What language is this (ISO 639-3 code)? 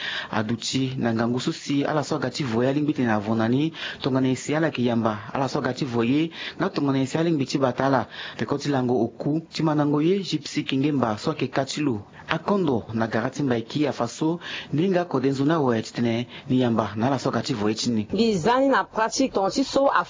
sag